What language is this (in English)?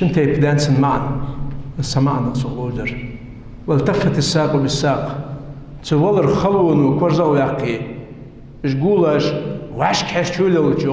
Ingush